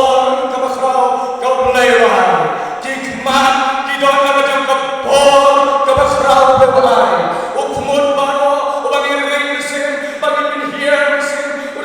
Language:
Khasi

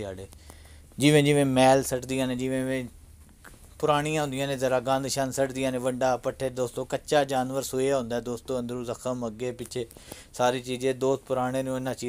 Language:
Punjabi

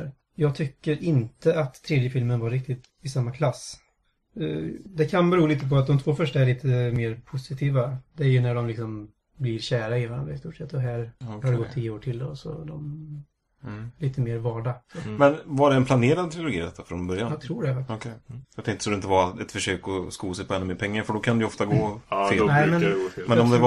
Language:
Swedish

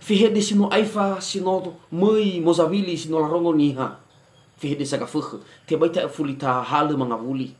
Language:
Nias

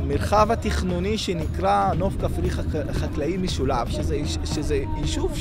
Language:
Hebrew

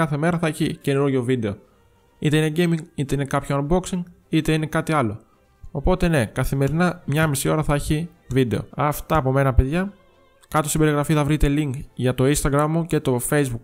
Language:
Greek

